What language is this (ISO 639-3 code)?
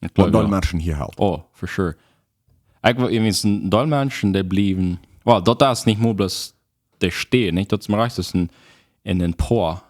pdt